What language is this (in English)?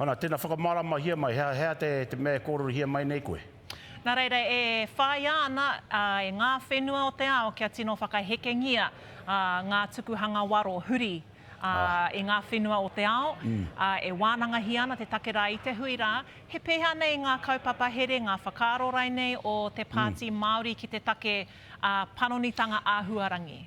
Māori